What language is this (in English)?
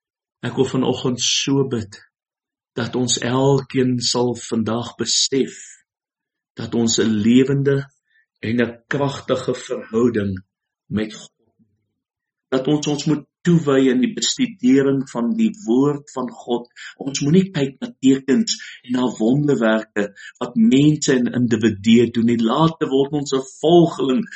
Afrikaans